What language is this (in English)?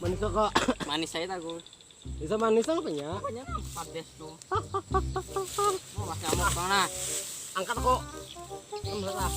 Banjar